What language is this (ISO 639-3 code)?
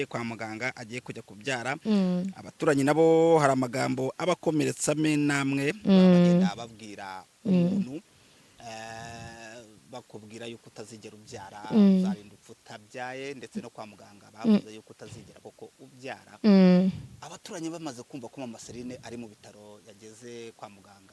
kin